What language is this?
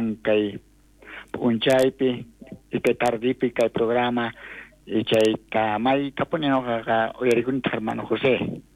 South Bolivian Quechua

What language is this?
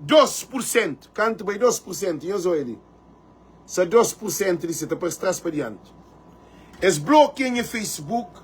Kabuverdianu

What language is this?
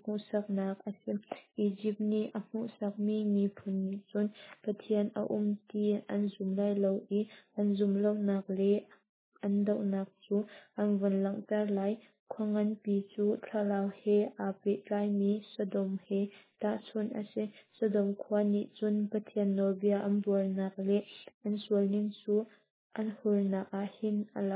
Hakha Chin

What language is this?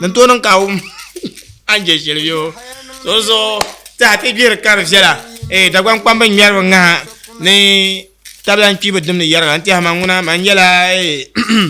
Dagbani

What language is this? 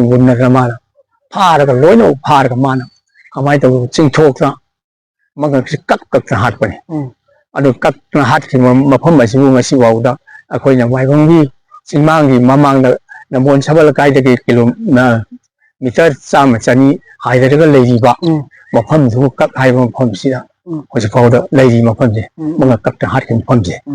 Manipuri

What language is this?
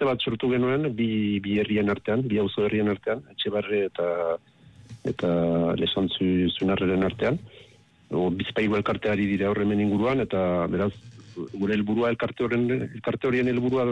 Basque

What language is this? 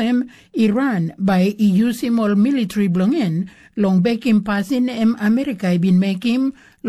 Tok Pisin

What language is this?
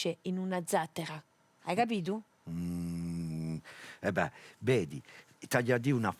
Corsican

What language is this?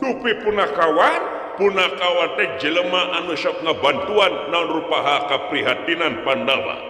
Sundanese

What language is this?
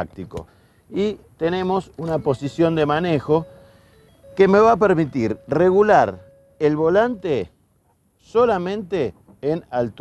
Spanish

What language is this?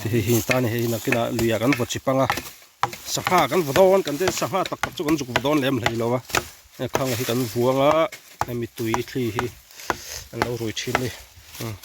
Mizo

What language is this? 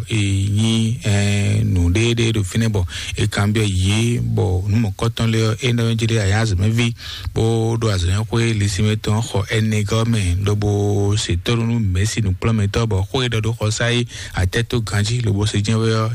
Fon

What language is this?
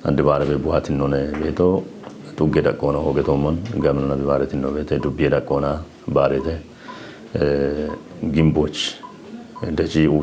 Kafa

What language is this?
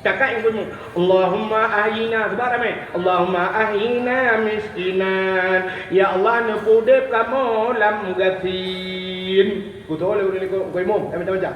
Achinese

